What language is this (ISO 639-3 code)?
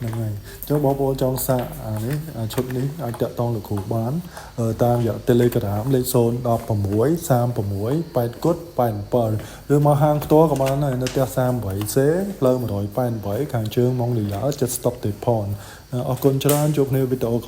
khm